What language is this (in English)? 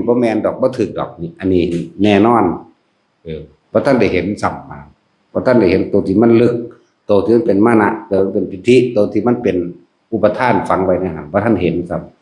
Northeastern Thai